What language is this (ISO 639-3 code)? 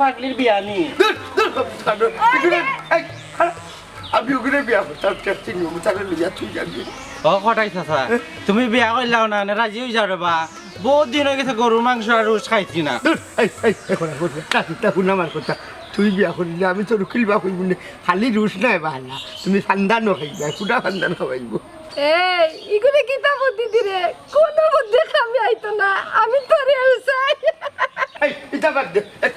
syl